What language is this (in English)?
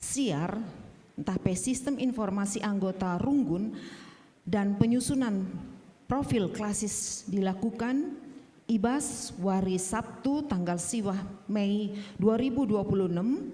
Batak Karo